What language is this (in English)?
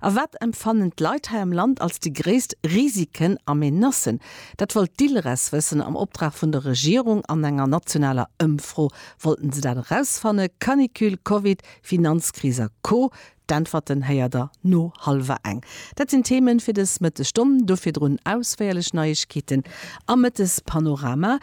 Luxembourgish